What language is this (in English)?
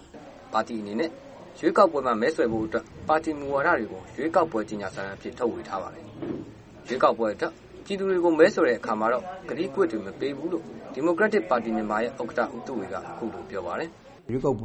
Burmese